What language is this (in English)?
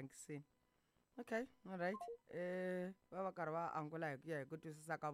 Tsonga